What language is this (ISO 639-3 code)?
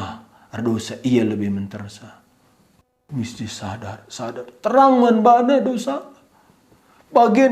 btx